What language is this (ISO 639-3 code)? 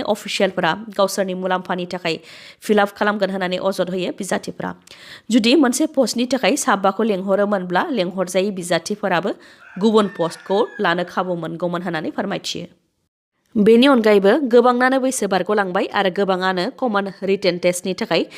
brx